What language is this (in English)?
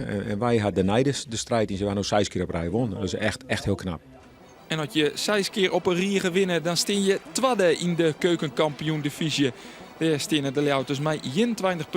Western Frisian